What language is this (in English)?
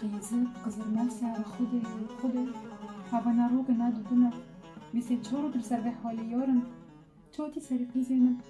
Kurdish